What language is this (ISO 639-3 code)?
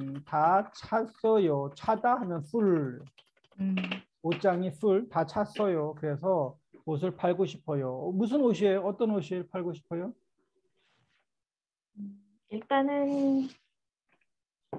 kor